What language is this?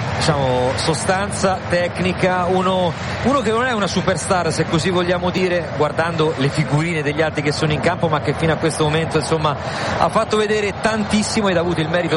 Italian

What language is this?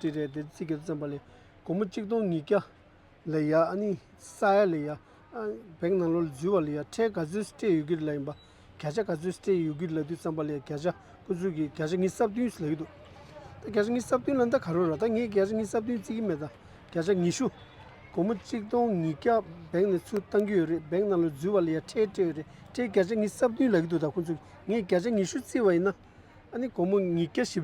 Tibetan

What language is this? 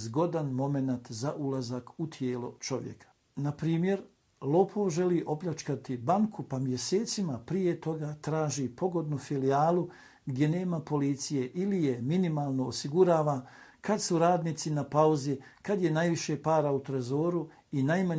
Bosnian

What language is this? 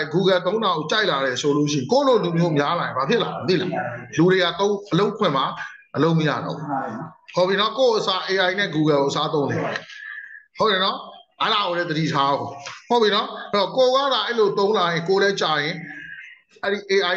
Burmese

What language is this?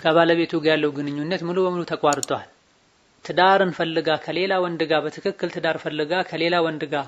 Amharic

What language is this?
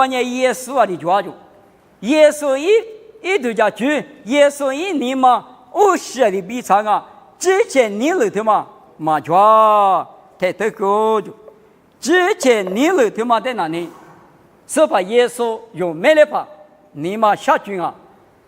Lisu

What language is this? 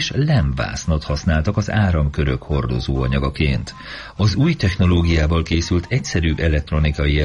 Hungarian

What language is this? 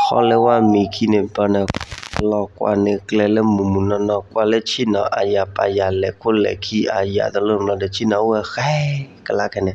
S'gaw Karen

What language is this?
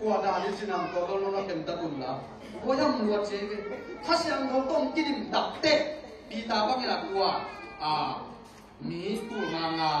Tedim Chin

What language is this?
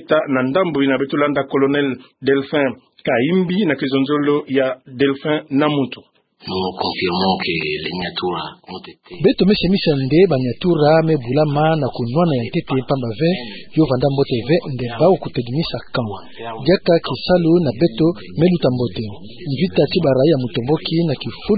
Kituba (Democratic Republic of Congo)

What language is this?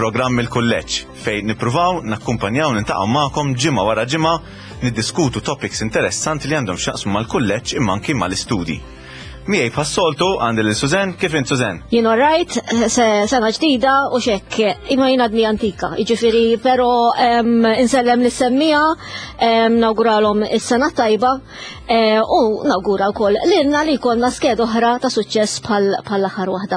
Maltese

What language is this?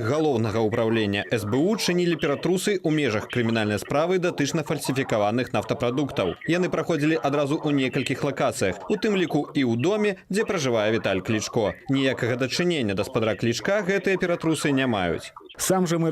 Belarusian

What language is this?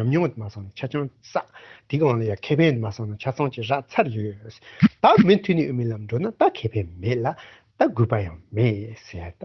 Tibetan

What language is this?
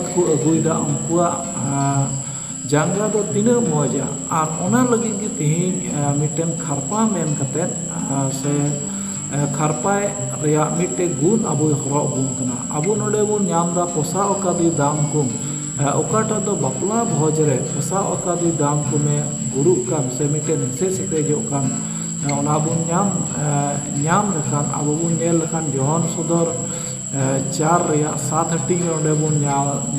Santali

